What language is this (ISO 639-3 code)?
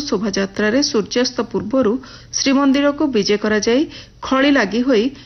ori